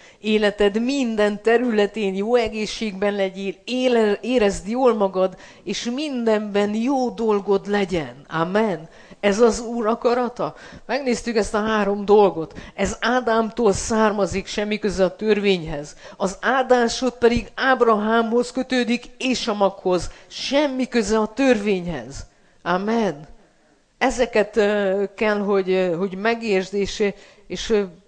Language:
Hungarian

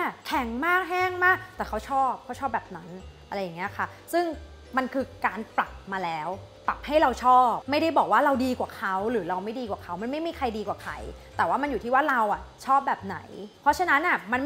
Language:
Thai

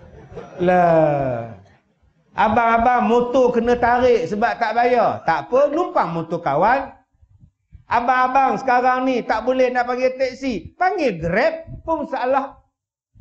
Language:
Malay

